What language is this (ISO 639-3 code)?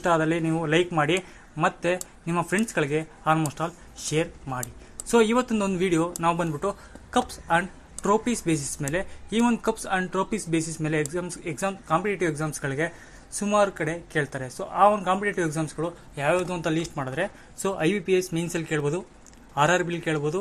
kan